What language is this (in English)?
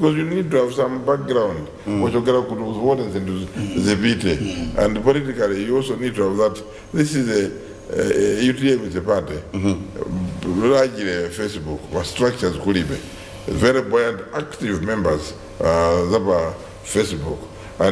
Nyanja